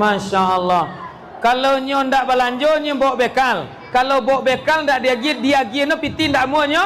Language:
Minangkabau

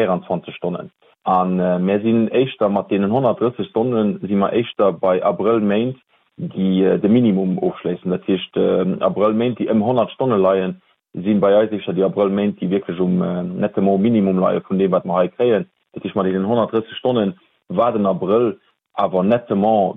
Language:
Luxembourgish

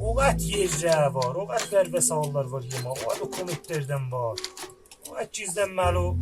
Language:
South Azerbaijani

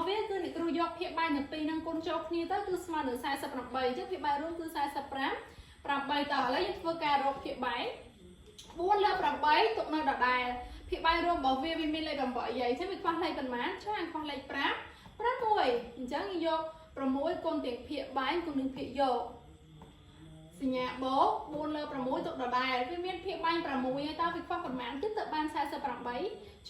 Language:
Khmer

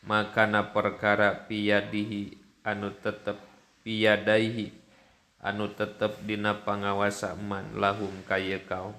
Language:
Sundanese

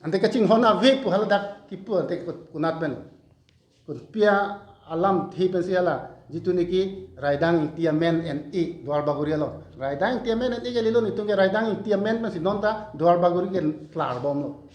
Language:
Karbi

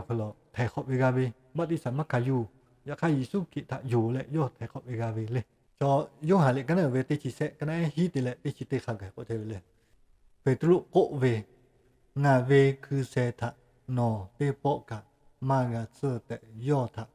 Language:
Lahu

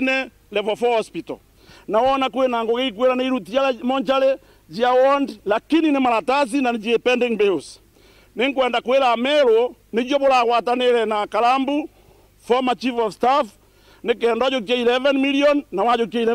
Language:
Meru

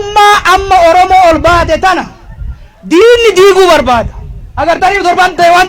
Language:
Oromo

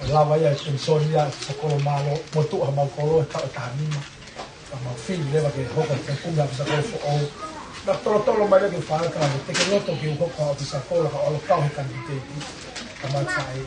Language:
Tongan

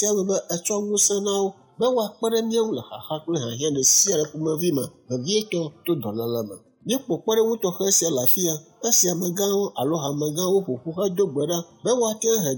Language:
Ewe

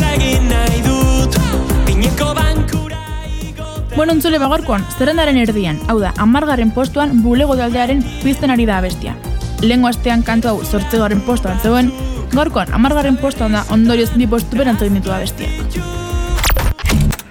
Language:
Basque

